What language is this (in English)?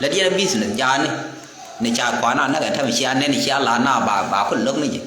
Nuer